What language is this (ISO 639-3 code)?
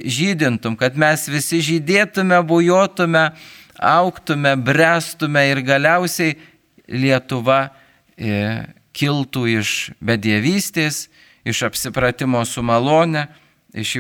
lit